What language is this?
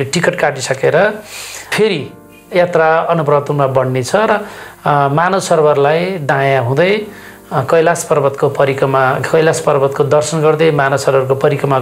Nepali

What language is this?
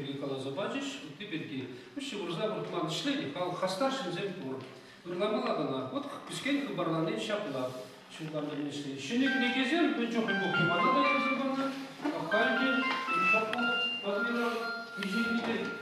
Chuvash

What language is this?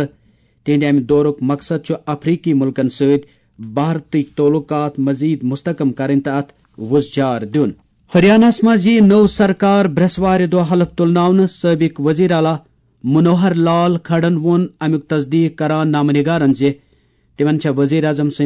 Kashmiri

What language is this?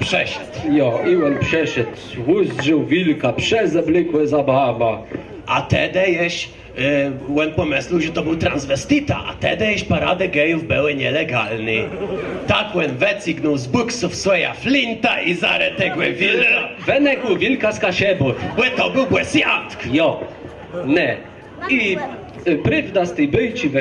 Kashubian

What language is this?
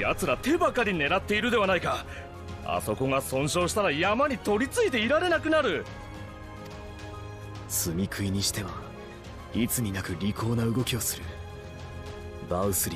Japanese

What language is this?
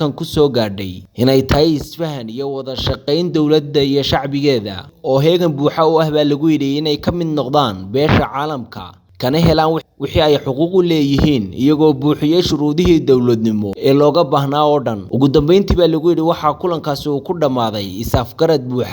Somali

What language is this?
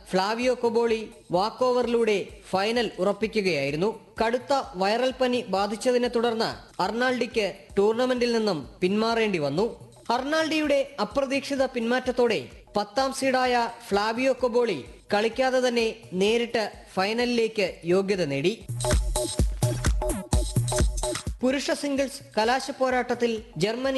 Malayalam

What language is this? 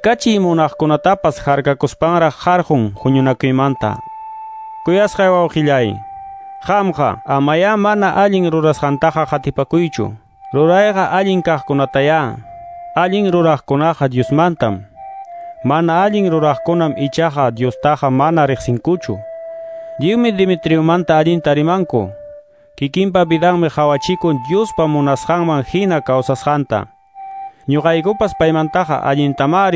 Quechua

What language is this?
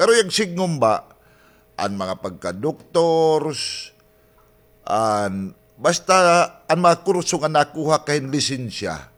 Waray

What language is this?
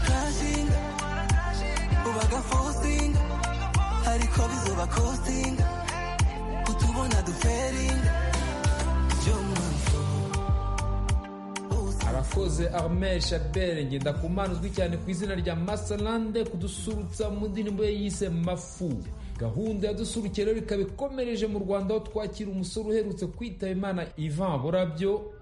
Kinyarwanda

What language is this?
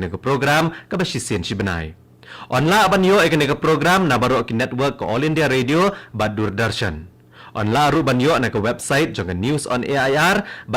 Khasi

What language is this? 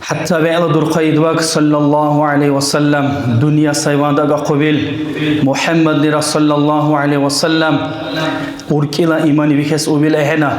Dargwa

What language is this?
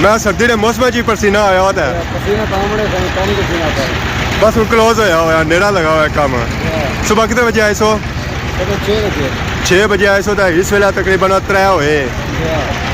Pahari-Potwari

